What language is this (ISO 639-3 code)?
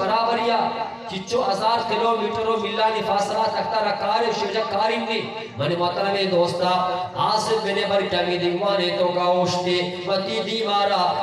bgp